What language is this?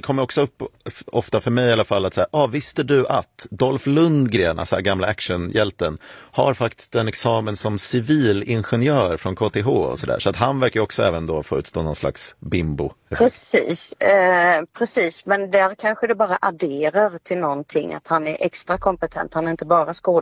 Swedish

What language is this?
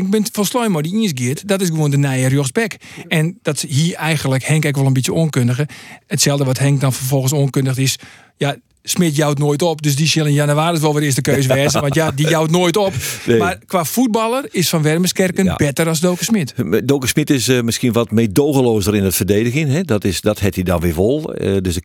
Western Frisian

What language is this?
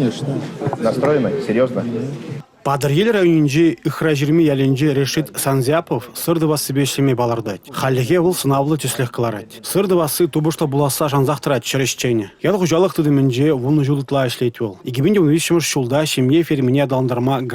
Chuvash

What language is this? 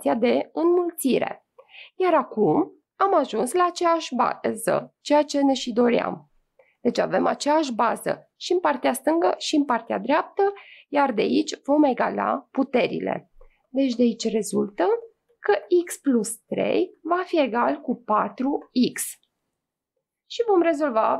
Romanian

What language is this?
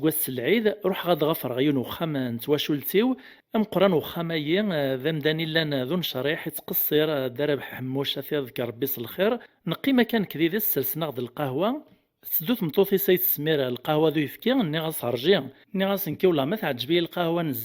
Kabyle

